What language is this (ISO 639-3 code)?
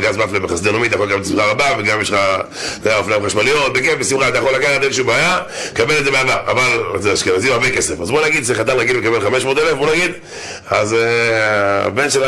heb